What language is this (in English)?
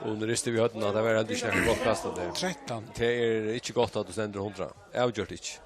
Faroese